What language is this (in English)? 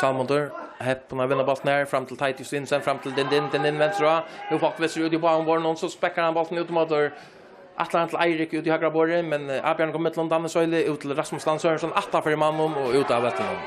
Faroese